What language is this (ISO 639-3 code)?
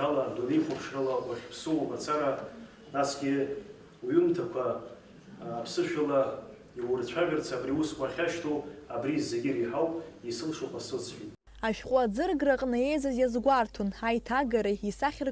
abk